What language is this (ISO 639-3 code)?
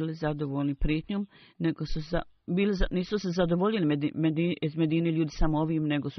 bos